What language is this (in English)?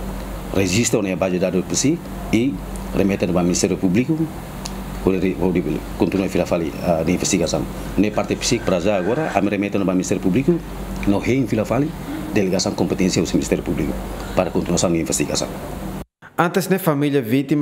Tetum